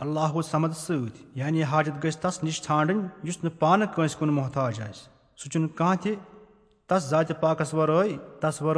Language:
Kashmiri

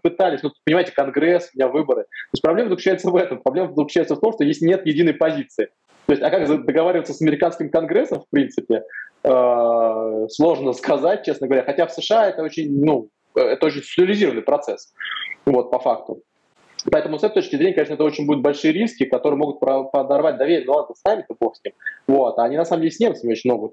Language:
Russian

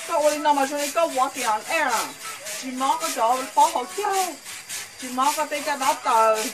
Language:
Hmong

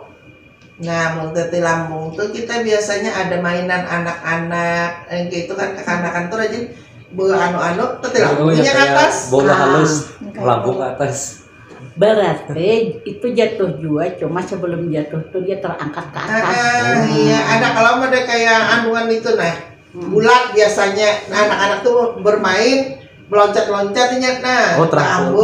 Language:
Banjar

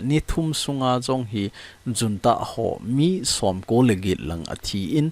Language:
Thado Chin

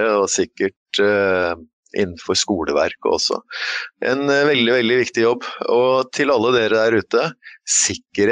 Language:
Norwegian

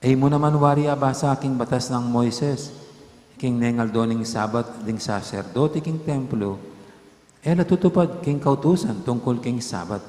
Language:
Pampanga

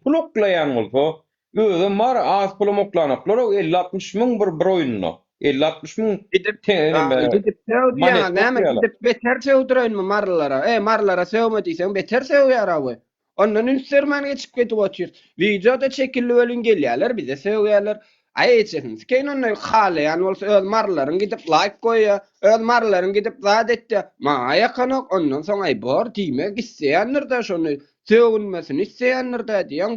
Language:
Turkmen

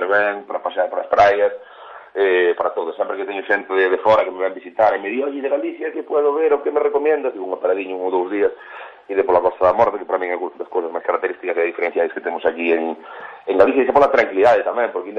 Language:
Galician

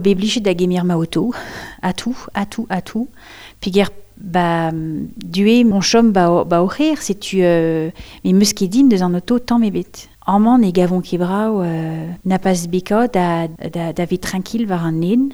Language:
Breton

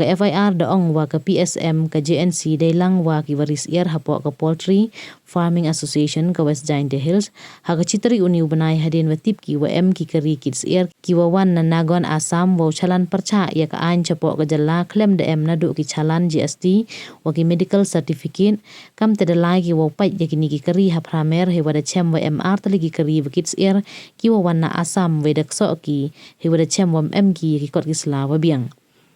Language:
Pnar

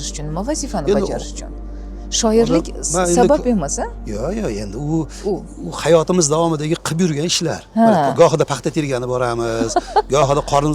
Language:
Uzbek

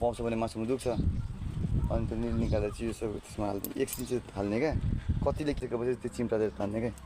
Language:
Nepali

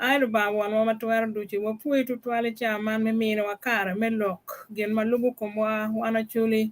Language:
Acoli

